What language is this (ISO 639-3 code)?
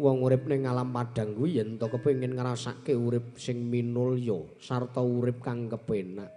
jav